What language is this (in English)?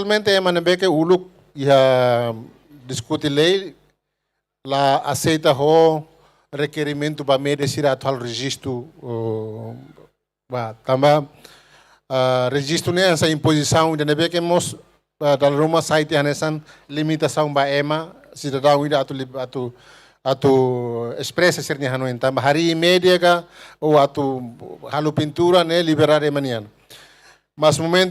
Tetum